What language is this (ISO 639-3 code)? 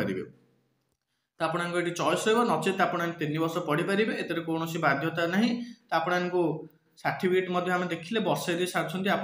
ori